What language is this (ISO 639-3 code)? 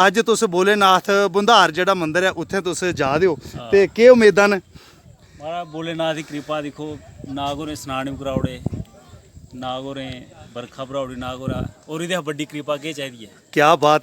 doi